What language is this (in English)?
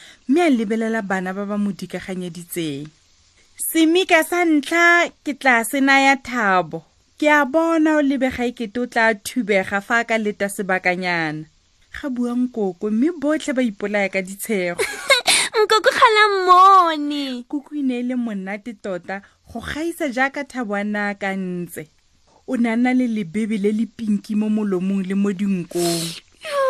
Tswana